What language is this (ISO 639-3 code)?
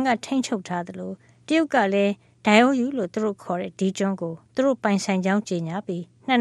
mya